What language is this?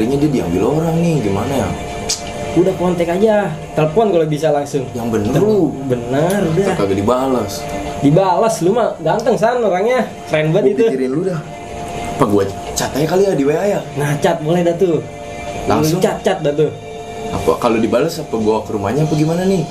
Betawi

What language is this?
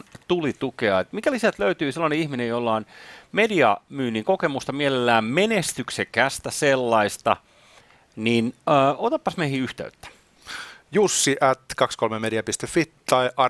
Finnish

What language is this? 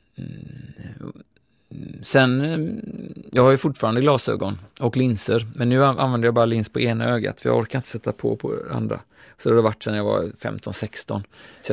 Swedish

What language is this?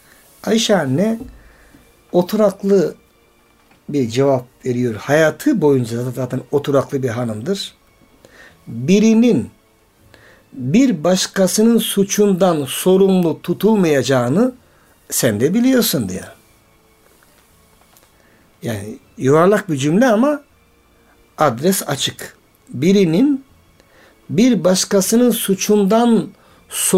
Turkish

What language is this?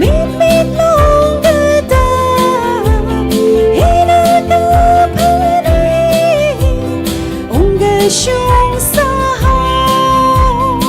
Tangkhul Naga (India)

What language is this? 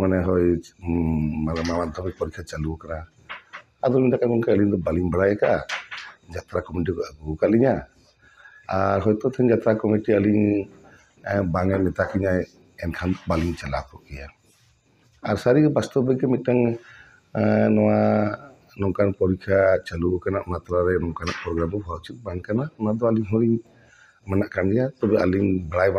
Santali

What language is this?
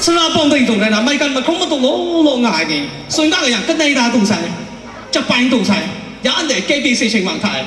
Kachin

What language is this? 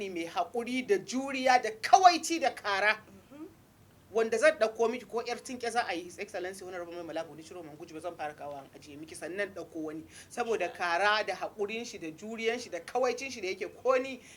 Hausa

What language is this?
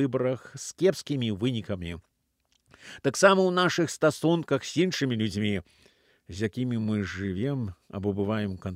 Belarusian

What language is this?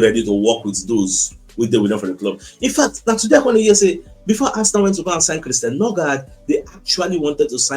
Nigerian Pidgin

